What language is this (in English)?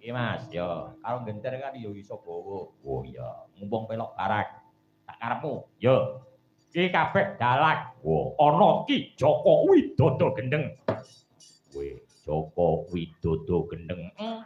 Javanese